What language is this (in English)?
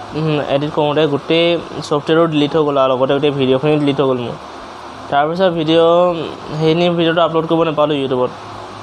Assamese